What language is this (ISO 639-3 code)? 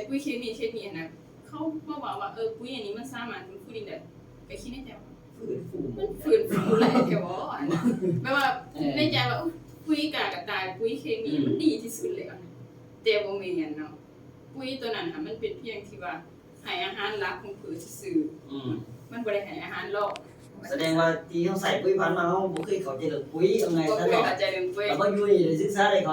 lao